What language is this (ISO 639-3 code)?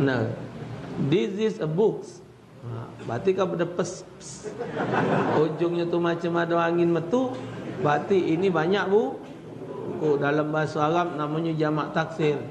mui